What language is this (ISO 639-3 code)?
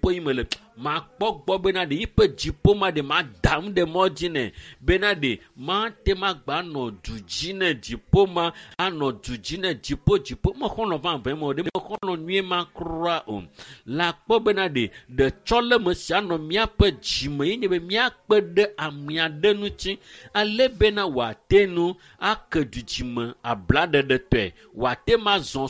ewe